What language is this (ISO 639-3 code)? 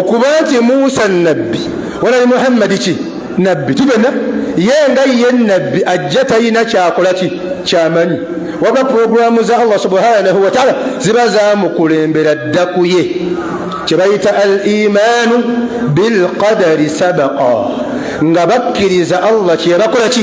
lug